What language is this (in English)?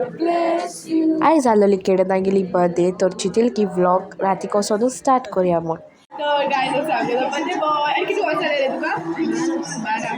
Konkani